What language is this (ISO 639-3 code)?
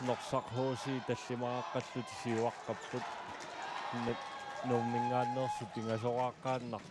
kal